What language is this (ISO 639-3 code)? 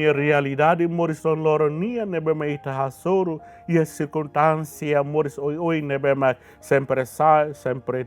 tet